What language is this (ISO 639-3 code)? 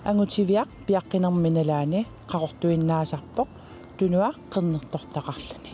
kal